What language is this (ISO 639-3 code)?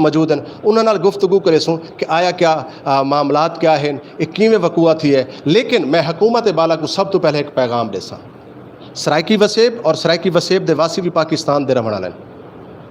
skr